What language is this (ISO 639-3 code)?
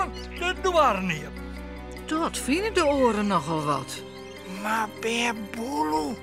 fry